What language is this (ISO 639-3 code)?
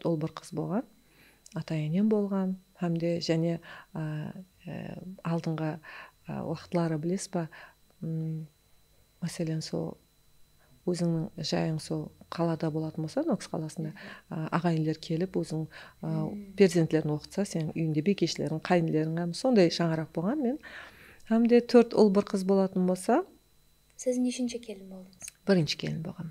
kaa